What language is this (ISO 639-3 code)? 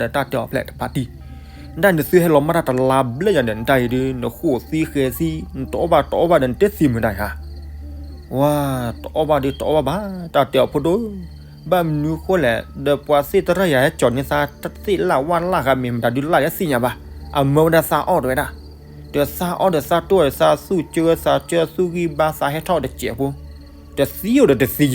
ksw